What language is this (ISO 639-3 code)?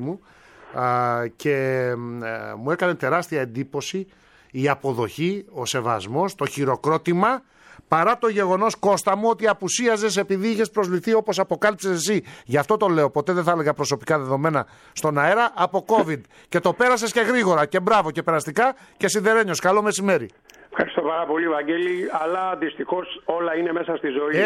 ell